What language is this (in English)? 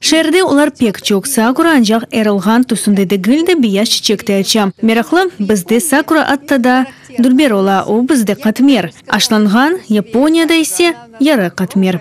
Crimean Tatar